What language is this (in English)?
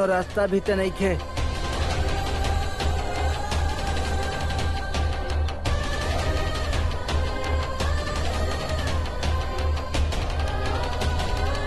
Bhojpuri